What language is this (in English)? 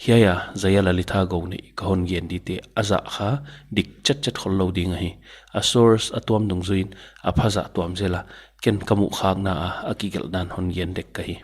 Paite Chin